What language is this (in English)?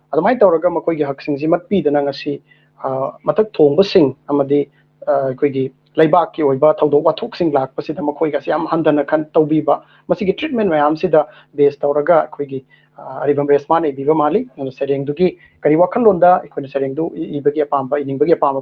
Manipuri